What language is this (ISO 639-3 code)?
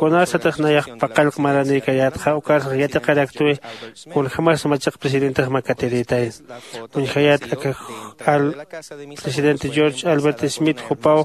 aym